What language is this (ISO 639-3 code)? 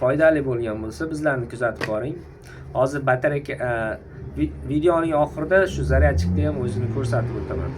uzb